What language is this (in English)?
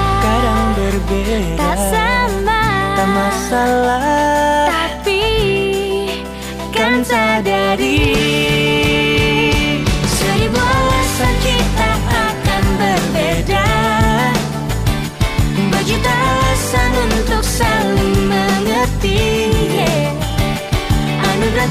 Indonesian